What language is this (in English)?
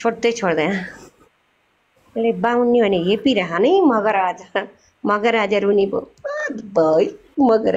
Nepali